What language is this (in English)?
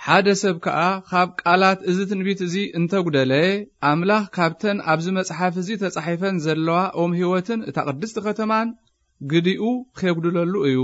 Tigrinya